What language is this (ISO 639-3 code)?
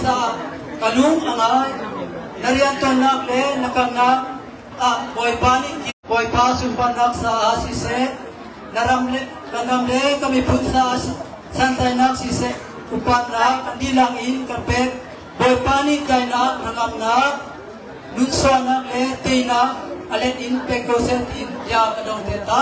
cnh